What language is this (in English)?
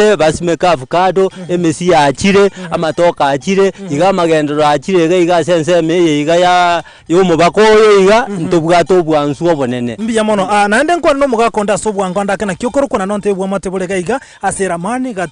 Gusii